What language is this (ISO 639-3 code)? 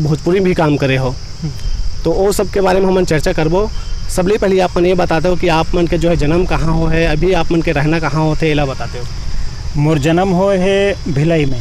hne